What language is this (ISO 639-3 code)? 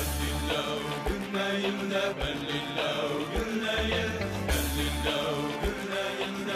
bak